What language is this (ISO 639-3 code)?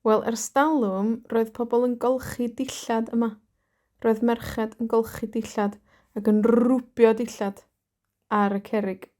cym